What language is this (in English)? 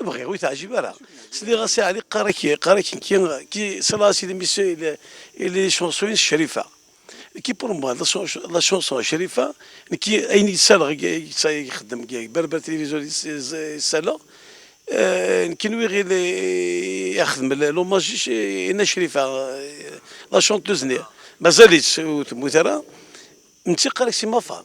Kabyle